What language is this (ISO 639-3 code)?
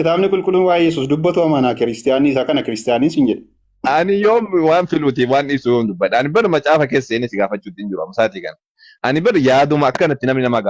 orm